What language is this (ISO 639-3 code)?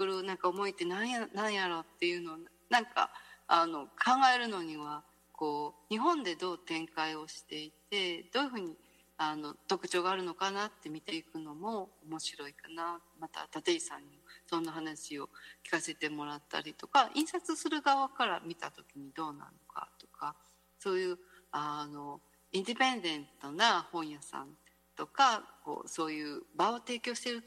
jpn